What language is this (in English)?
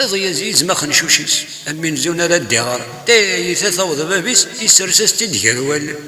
Kabyle